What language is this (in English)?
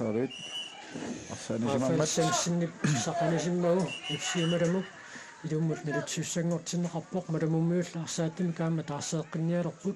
Kalaallisut